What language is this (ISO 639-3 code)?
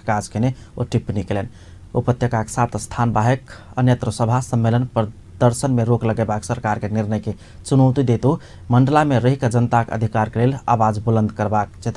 mai